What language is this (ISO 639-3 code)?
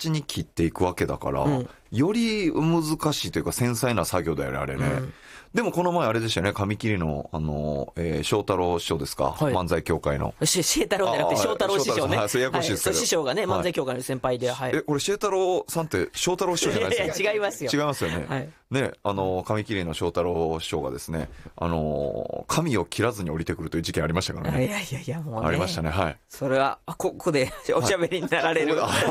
jpn